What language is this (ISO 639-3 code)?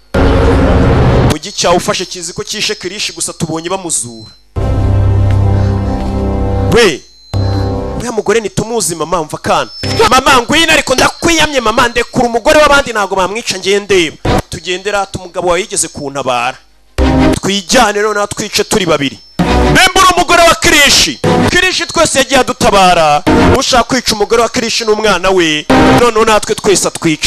kin